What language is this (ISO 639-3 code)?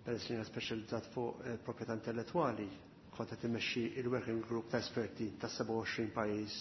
mlt